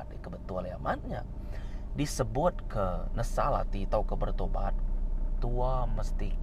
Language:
Iban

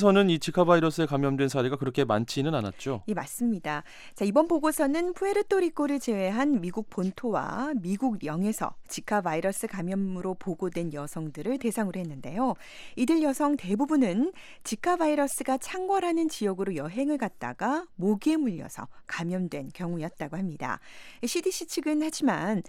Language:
Korean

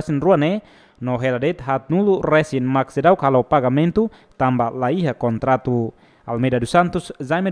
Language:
Tetum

